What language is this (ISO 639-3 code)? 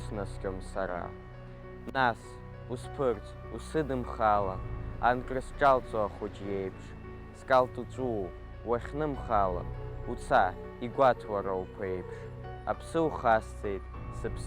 abk